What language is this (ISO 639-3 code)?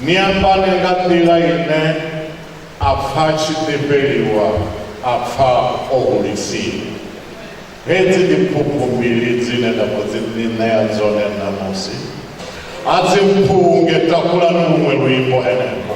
ven